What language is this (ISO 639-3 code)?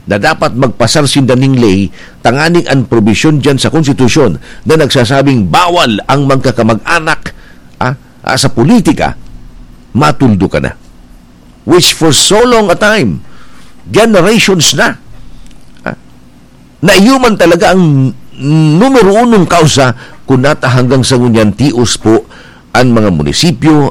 bik